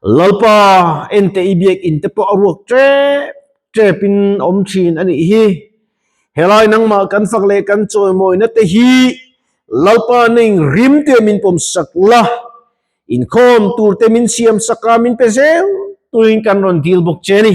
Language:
Mizo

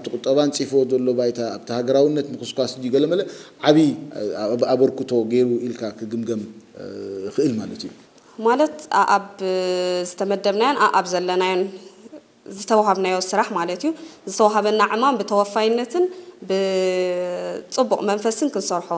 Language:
Tigrinya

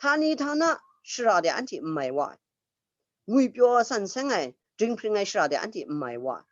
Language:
Kachin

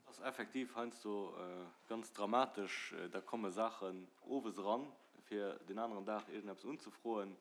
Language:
Luxembourgish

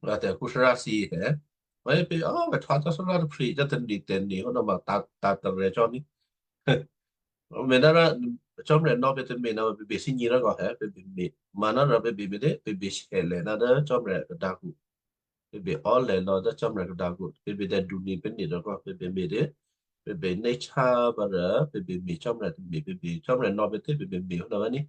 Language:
Western Kayah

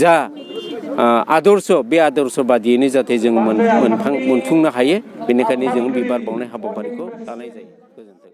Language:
Bodo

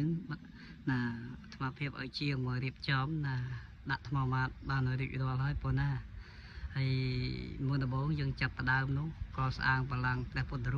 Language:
Khmer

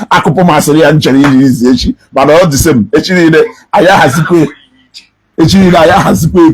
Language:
Igbo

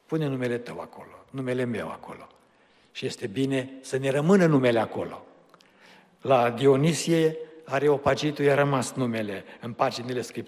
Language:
Romanian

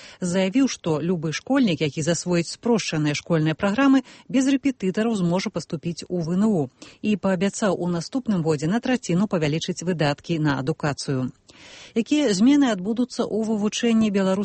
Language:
Belarusian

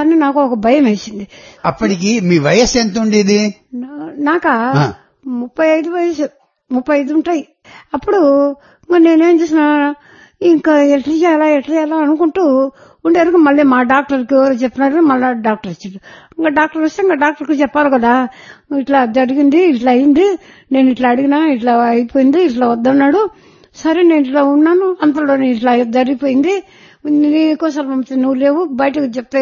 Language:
Telugu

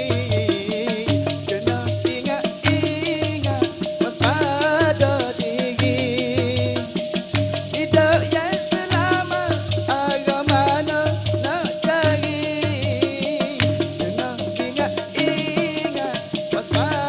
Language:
Malay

